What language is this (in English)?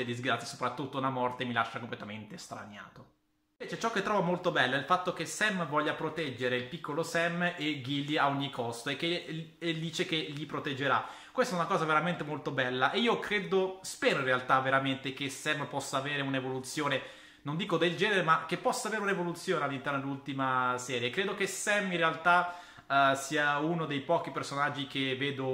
Italian